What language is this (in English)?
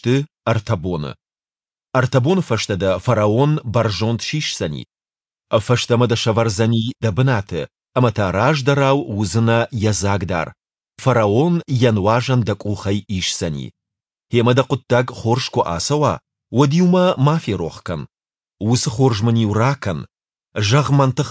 Ossetic